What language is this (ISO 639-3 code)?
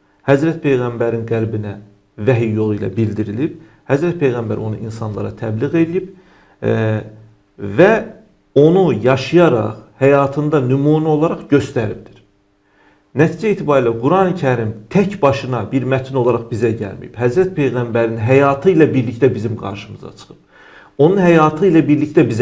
aze